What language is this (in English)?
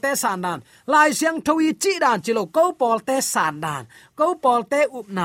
Tedim Chin